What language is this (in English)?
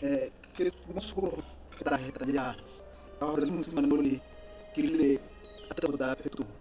Tswana